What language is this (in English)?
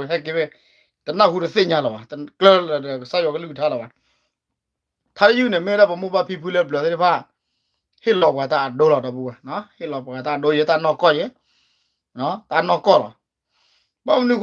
S'gaw Karen